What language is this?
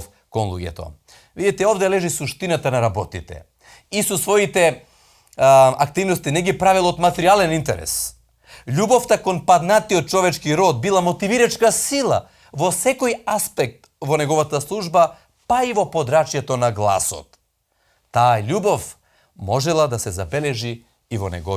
Macedonian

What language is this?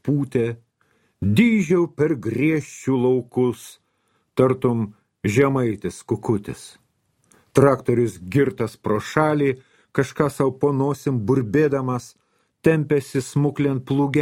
Lithuanian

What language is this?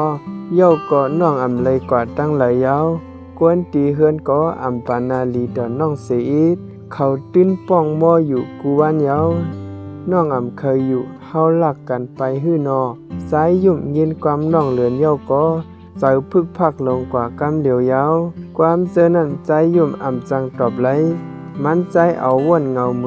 Shan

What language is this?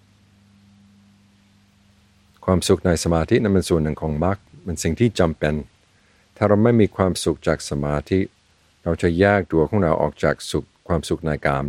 Thai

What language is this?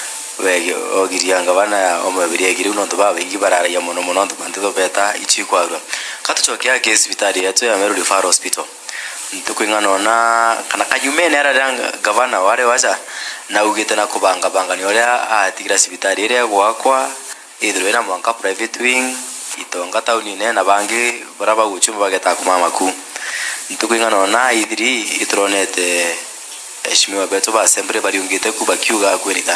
Meru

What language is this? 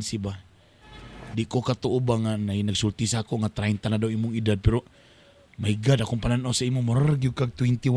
Cebuano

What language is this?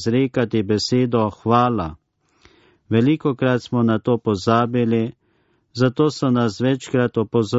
Slovenian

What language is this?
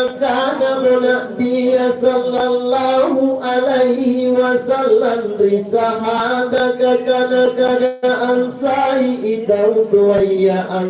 Makasar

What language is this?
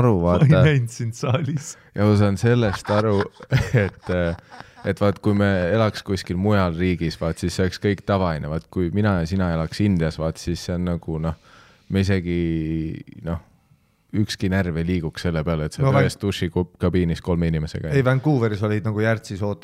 Estonian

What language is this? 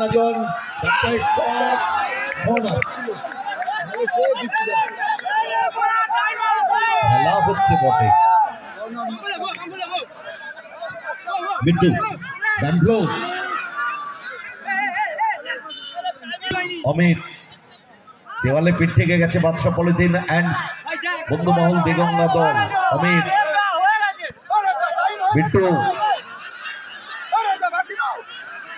Bangla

